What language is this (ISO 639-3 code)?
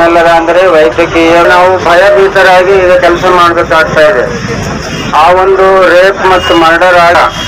kan